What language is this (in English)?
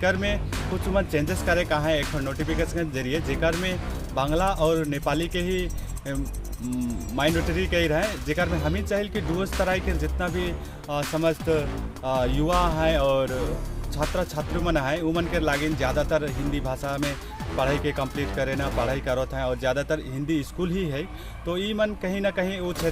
Sadri